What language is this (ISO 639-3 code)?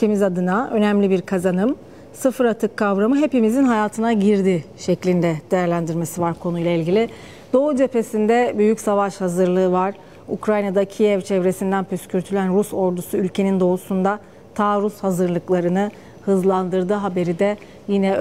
tur